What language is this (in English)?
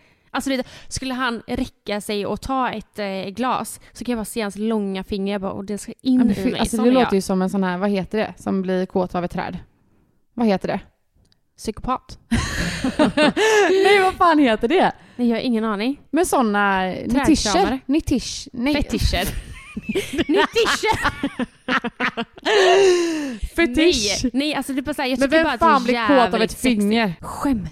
Swedish